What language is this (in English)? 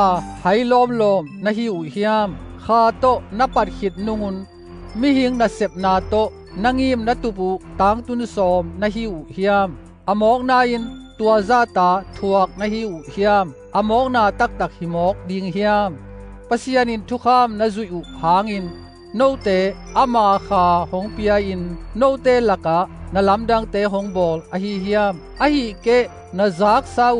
Tedim Chin